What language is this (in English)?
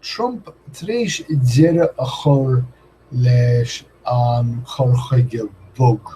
Irish